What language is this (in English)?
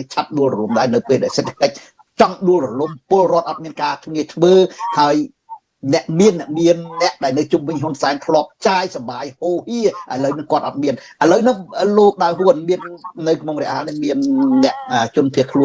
Khmer